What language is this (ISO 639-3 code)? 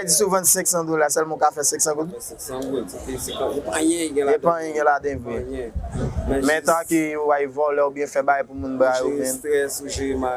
hat